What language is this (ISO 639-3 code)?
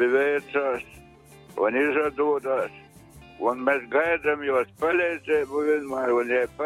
ltg